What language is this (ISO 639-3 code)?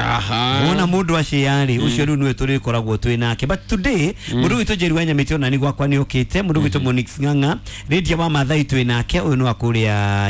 kik